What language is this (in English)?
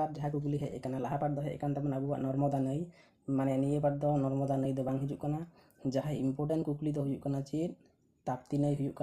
Santali